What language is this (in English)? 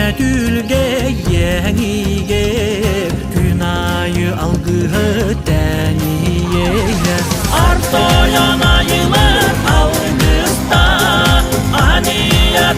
Yakut